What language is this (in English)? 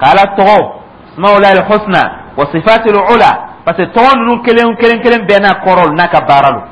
Dyula